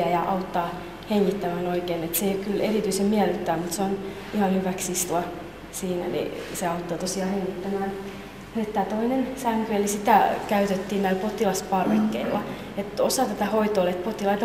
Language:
Finnish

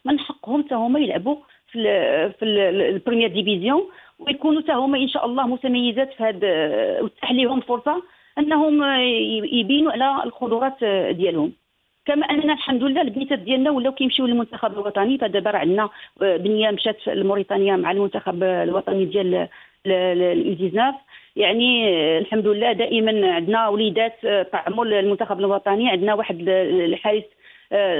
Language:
Moroccan Arabic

